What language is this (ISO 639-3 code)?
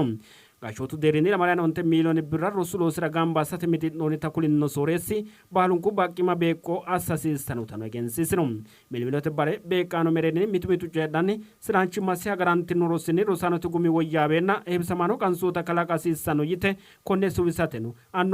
sid